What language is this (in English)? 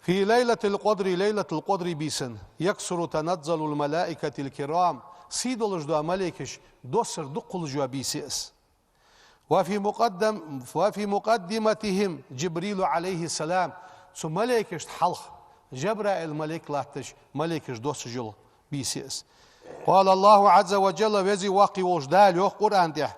Ingush